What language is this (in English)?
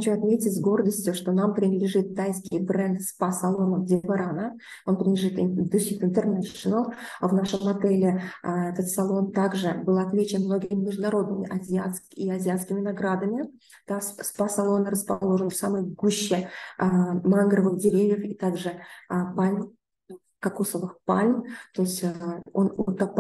Russian